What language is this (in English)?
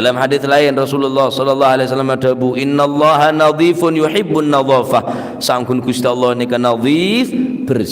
Madurese